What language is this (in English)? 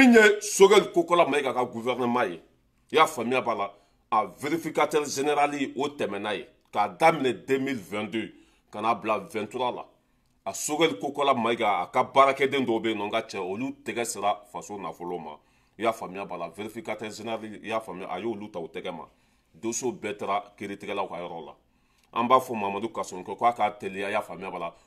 Bambara